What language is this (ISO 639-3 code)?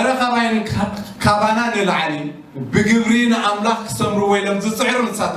tir